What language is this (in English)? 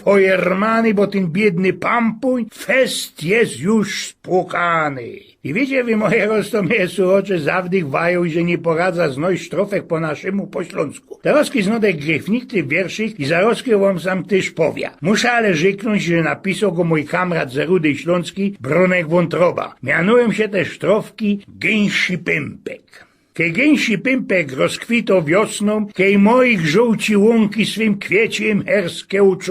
Silesian